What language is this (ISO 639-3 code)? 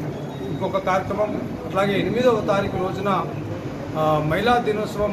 tel